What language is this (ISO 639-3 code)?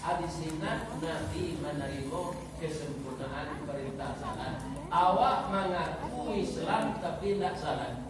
min